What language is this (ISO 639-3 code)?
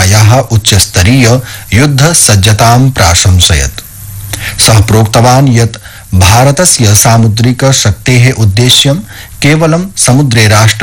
san